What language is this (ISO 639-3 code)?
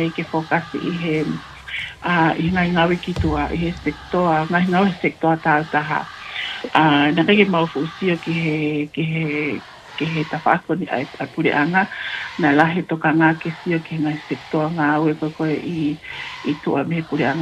ton